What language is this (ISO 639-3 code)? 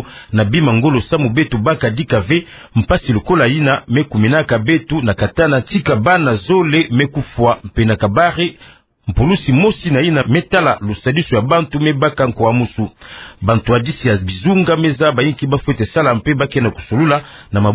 ktu